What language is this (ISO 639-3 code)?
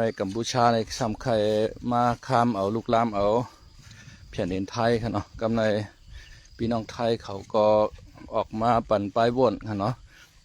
shn